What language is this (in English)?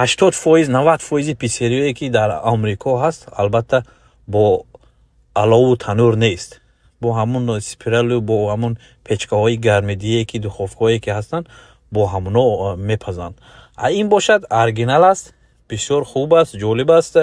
Tajik